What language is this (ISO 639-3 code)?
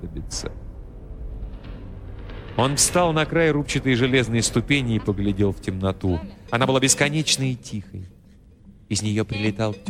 rus